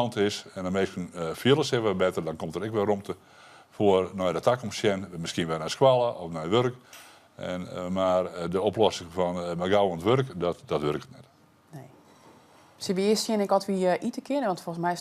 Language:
Western Frisian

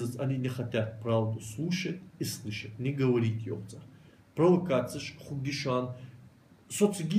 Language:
Ingush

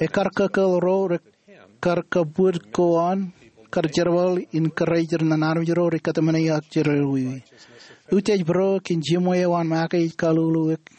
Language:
Marshallese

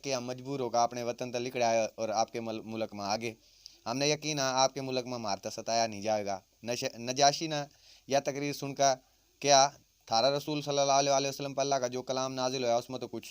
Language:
Haryanvi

